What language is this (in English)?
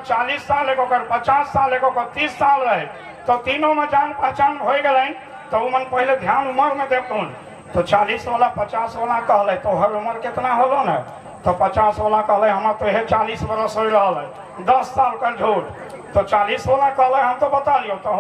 Sadri